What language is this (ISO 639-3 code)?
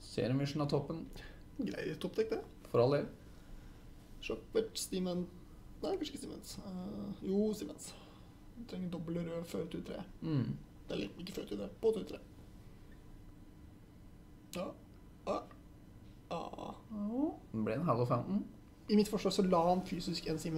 nor